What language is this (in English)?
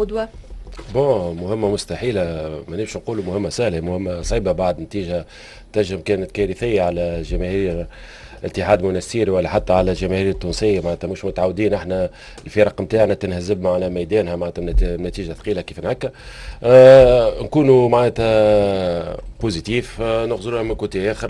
Tunisian Arabic